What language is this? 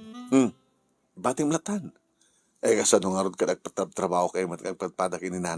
Iloko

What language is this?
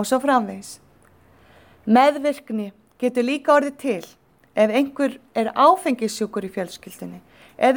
Icelandic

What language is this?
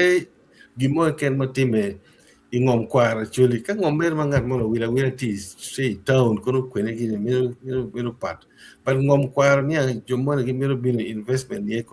Acoli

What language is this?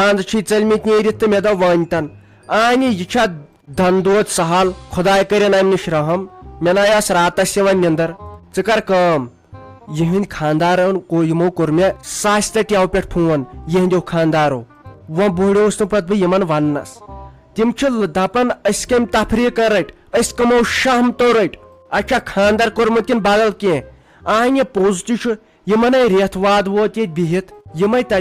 Kashmiri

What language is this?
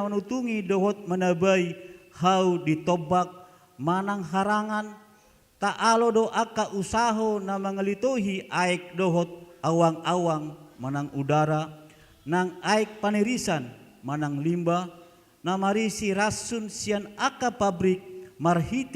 Batak Toba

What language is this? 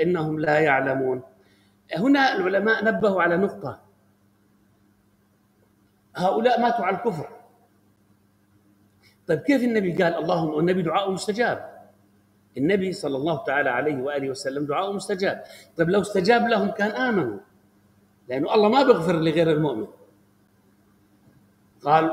Arabic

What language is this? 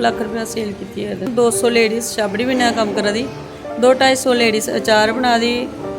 Dogri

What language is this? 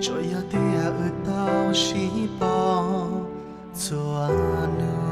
Hmong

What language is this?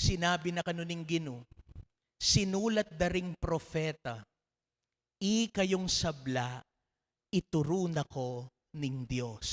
Pampanga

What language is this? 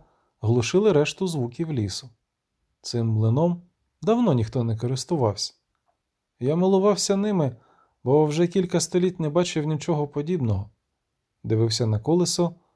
Ukrainian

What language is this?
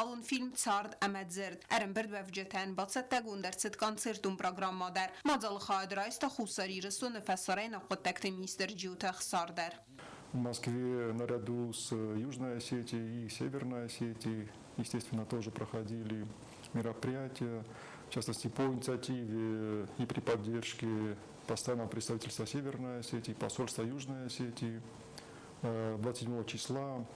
Ossetic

